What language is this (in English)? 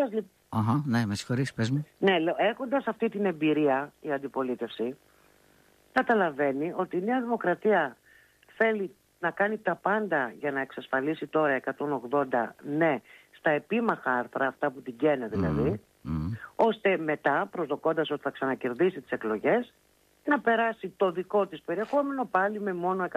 Greek